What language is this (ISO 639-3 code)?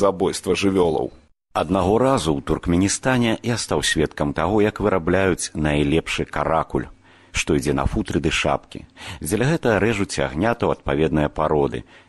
bel